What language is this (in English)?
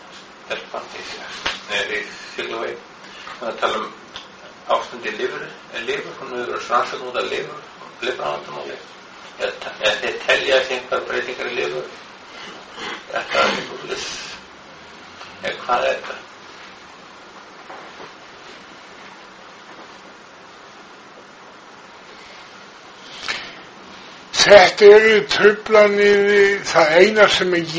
Icelandic